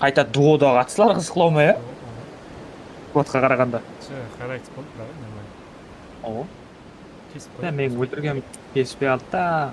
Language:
Kara-Kalpak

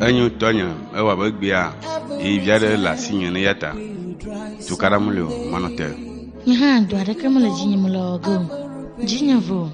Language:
Ewe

